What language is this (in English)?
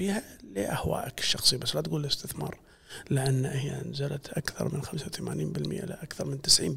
Gulf Arabic